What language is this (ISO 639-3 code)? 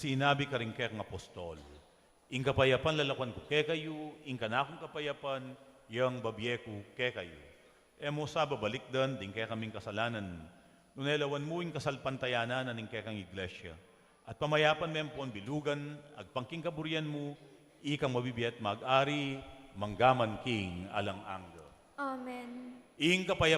pam